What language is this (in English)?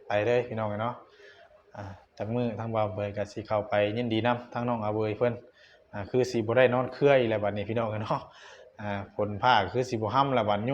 Northeastern Thai